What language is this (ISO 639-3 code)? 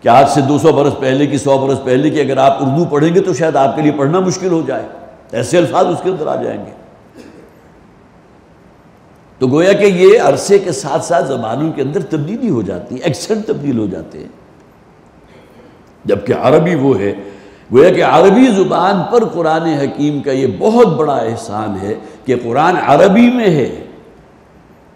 urd